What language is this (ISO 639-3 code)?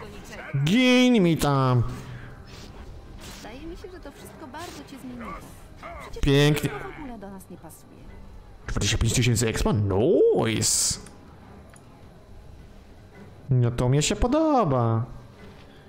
pol